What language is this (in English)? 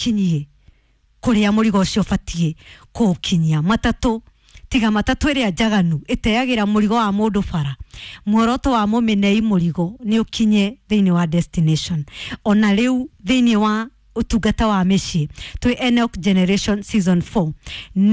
Kikuyu